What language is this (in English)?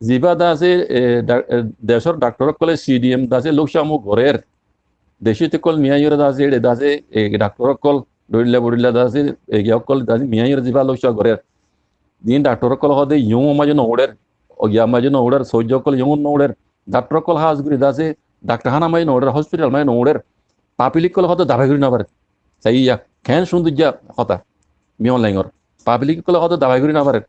Rohingya